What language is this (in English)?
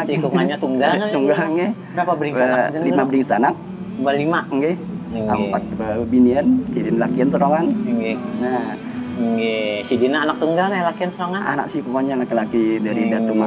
Banjar